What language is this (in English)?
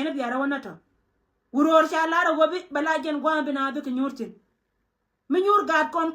Nuer